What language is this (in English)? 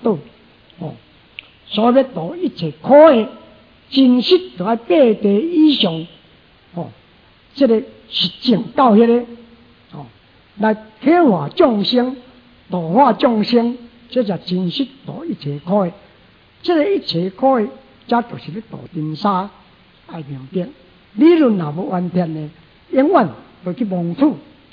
Min Nan Chinese